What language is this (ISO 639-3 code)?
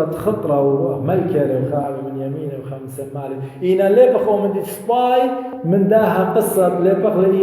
aii